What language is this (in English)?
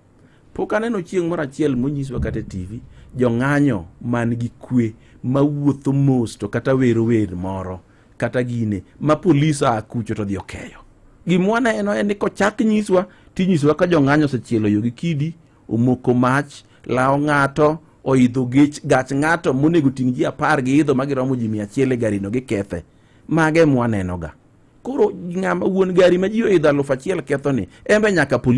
Luo (Kenya and Tanzania)